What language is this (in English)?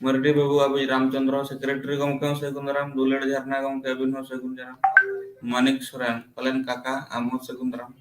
Santali